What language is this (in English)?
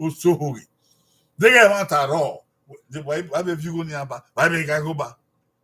Bini